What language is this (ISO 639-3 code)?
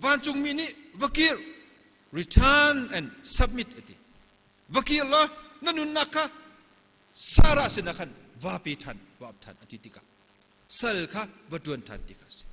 cnh